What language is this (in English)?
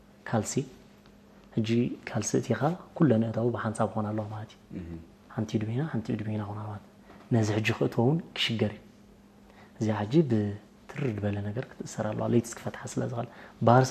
Tigrinya